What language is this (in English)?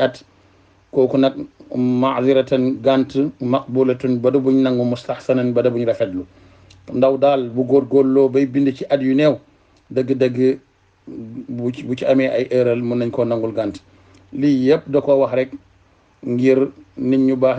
Wolof